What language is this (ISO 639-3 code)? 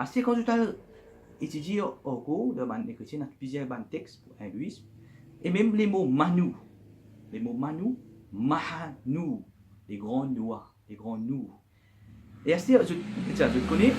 mfe